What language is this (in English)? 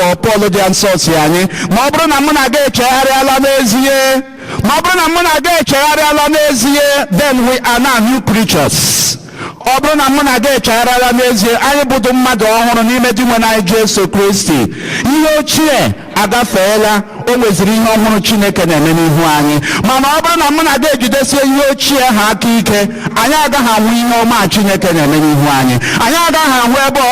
Igbo